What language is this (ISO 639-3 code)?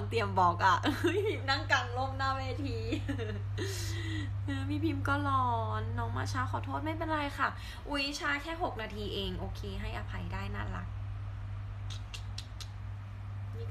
tha